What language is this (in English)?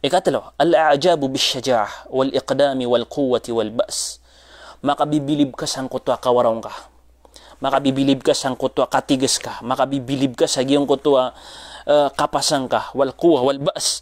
Maranao